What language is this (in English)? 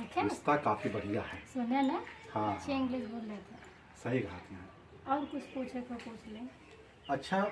Awadhi